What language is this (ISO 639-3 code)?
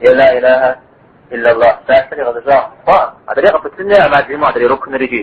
kbd